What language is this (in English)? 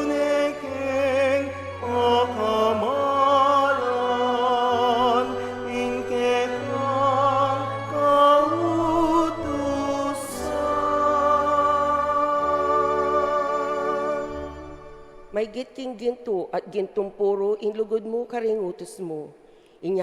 Pampanga